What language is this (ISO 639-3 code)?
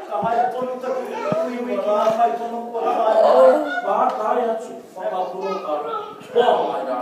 mri